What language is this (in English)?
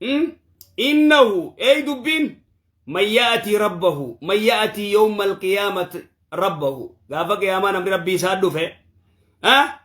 Oromo